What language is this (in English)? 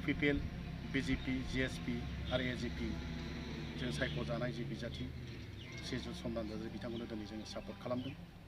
Bodo